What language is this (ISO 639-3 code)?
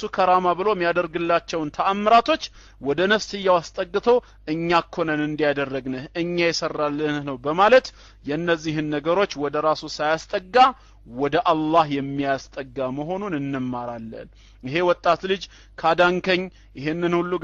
amh